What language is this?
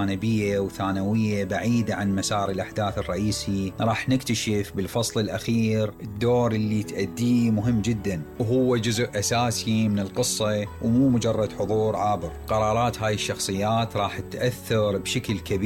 Mesopotamian Arabic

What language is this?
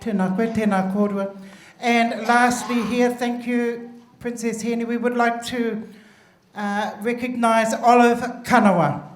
Māori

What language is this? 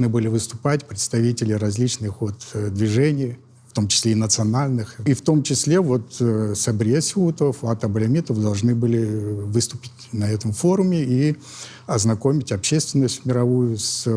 Crimean Tatar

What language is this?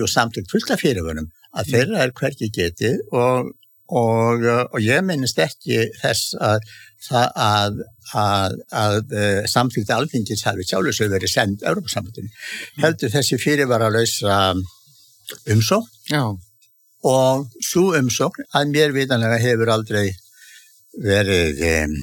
Icelandic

